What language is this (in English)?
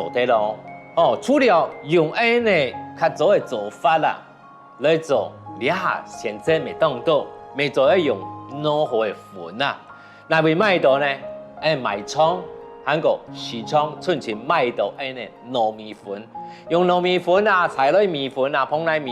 Hakka Chinese